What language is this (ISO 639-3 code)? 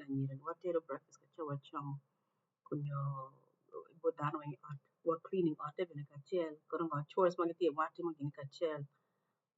ach